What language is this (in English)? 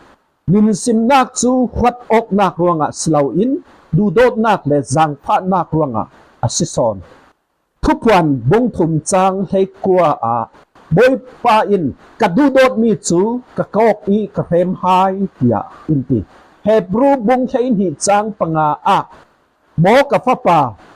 Falam Chin